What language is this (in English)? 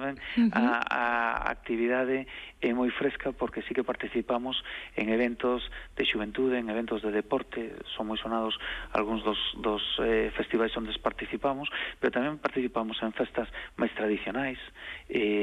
Galician